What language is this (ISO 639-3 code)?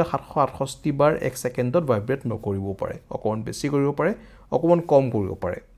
asm